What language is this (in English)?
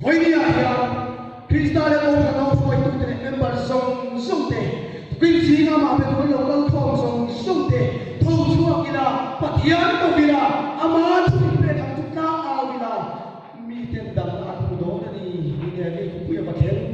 Mizo